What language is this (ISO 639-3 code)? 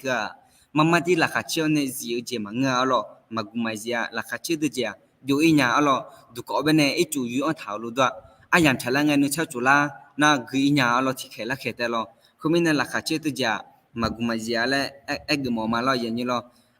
ahk